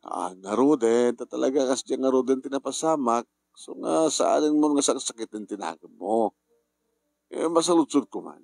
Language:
Iloko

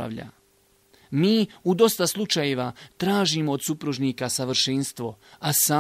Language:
Bosnian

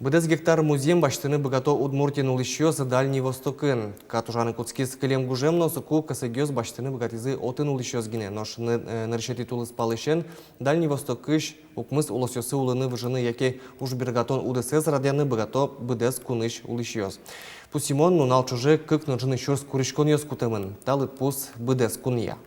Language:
Udmurt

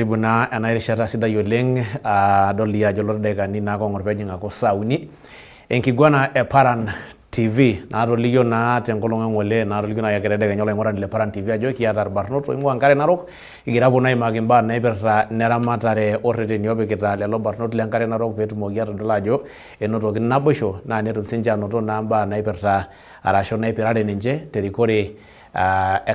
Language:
Masai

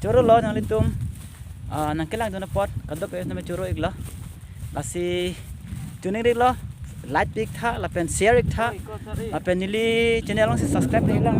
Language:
Karbi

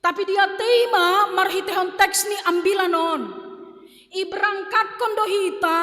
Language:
Batak Simalungun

